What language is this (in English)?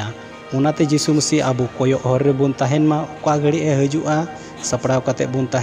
Santali